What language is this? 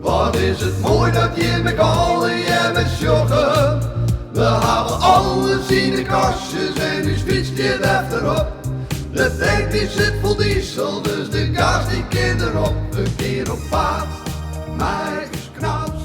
Western Frisian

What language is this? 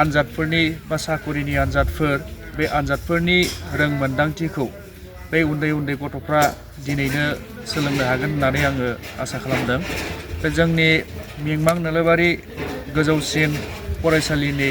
Bodo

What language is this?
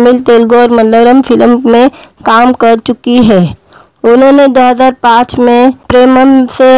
Hindi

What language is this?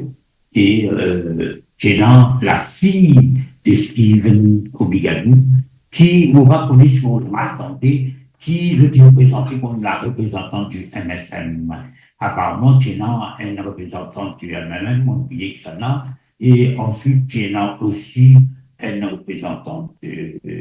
Morisyen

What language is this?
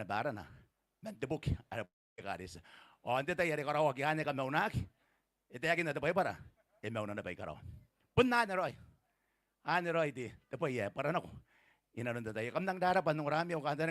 Gilbertese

